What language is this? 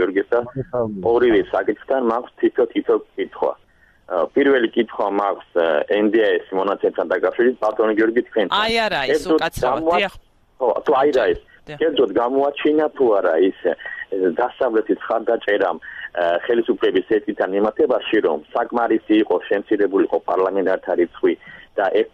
Georgian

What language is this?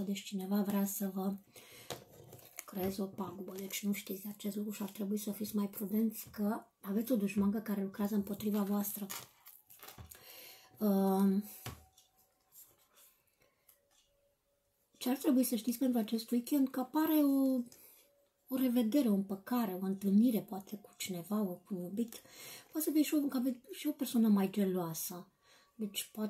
Romanian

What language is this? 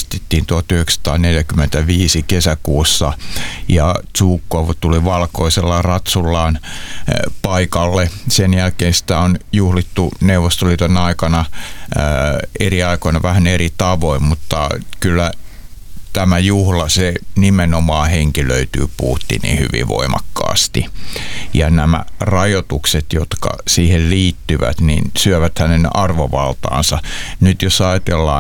Finnish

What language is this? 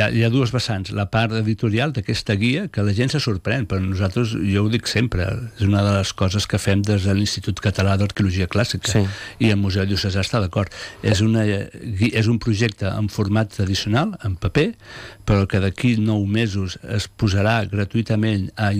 Catalan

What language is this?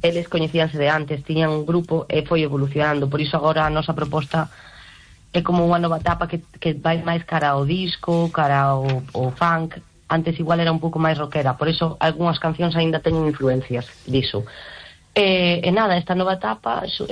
Galician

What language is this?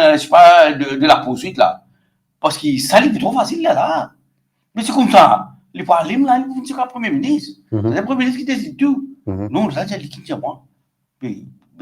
Morisyen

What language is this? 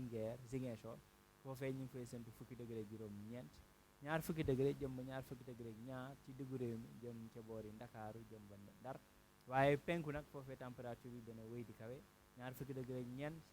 Wolof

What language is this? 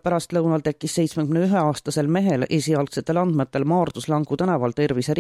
Estonian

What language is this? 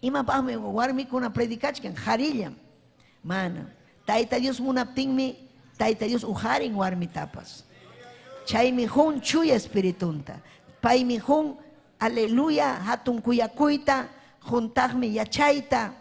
Ayacucho Quechua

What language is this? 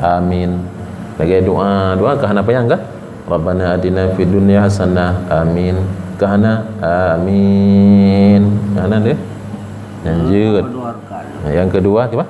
Achinese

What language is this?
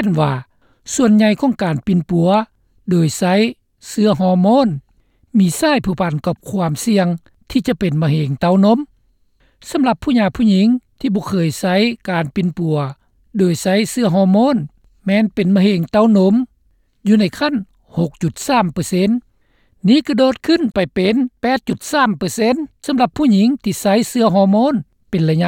Lao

